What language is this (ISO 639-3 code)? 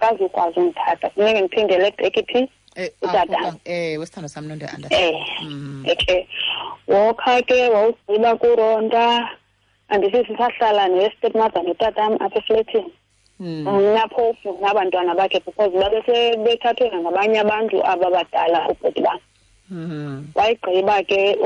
xho